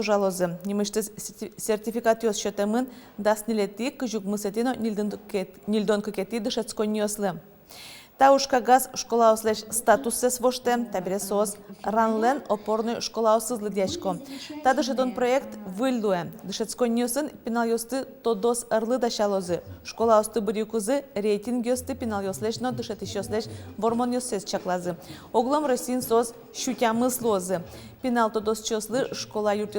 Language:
Udmurt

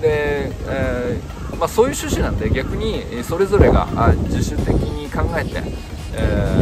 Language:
Japanese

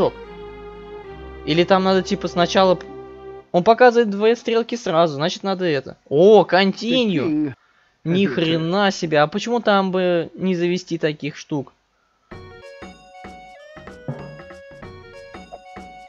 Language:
Russian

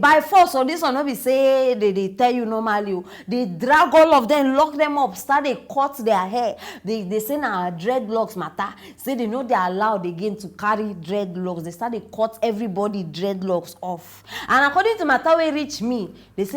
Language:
Nigerian Pidgin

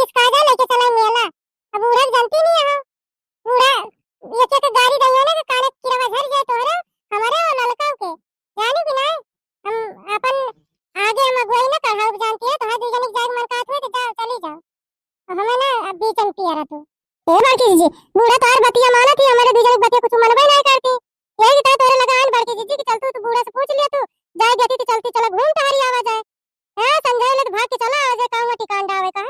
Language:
Awadhi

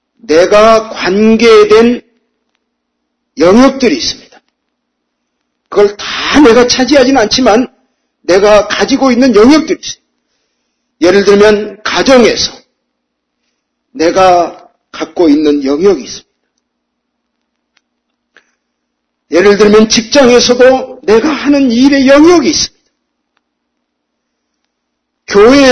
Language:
Korean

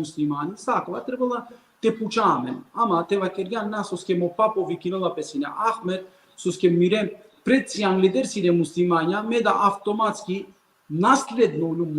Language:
Balkan Romani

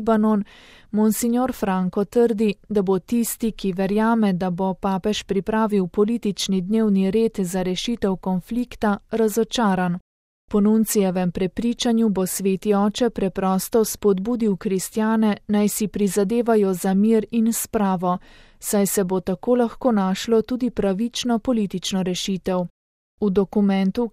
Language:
Slovenian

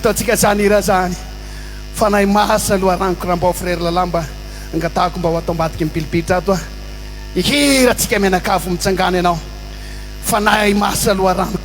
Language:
Malagasy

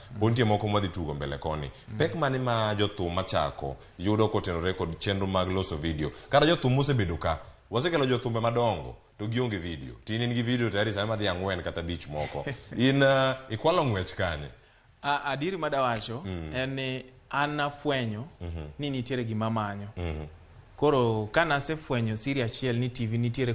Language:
Luo (Kenya and Tanzania)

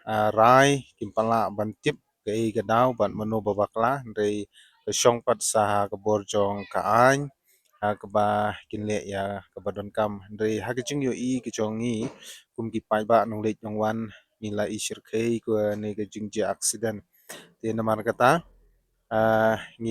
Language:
Khasi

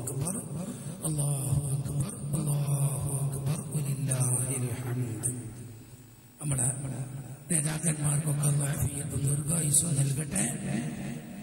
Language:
Malayalam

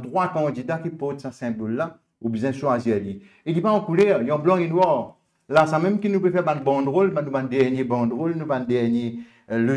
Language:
Morisyen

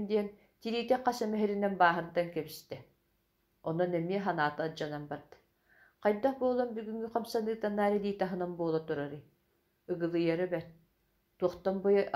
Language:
Yakut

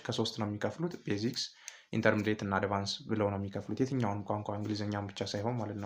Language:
Amharic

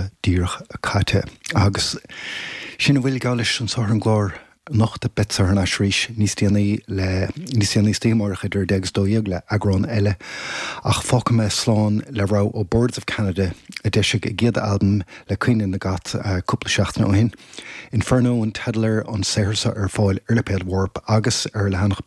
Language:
Irish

